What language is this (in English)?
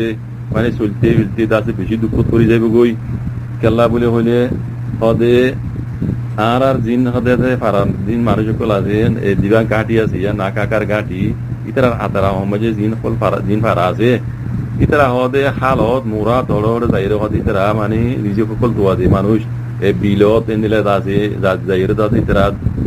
Rohingya